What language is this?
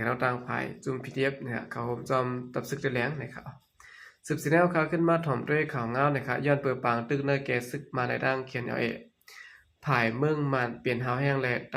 Shan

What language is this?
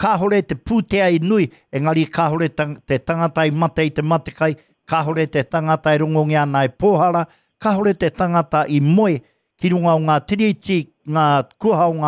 Māori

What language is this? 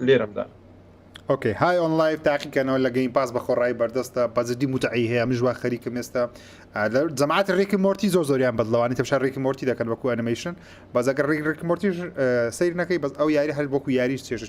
Central Kurdish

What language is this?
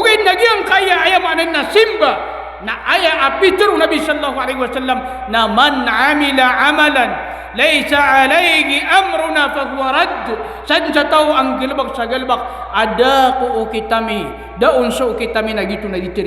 Maranao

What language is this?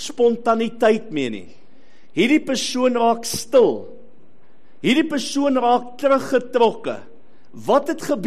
Afrikaans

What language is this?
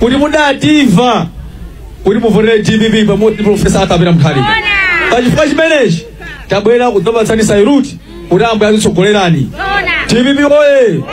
Nyanja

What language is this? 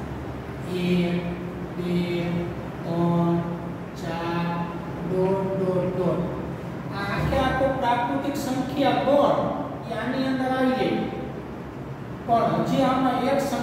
Gujarati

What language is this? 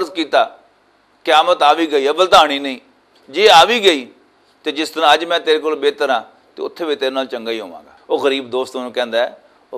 Western Panjabi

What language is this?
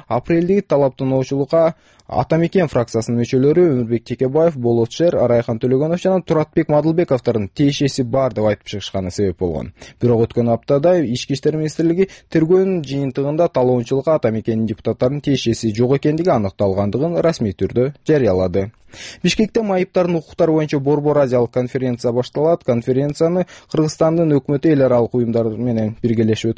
Kyrgyz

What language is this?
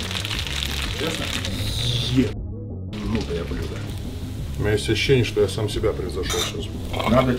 Russian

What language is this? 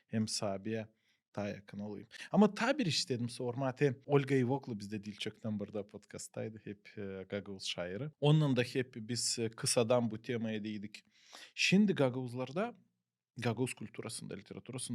Gagauz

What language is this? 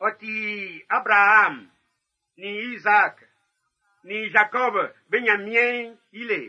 Baoulé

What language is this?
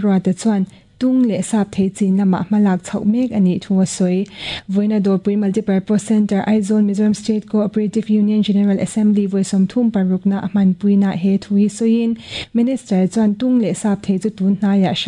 Mizo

